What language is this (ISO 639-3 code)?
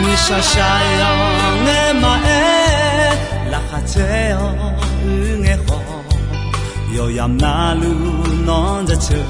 ahk